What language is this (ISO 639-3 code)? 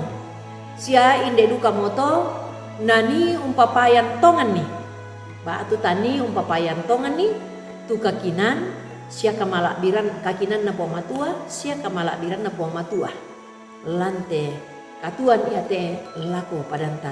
sda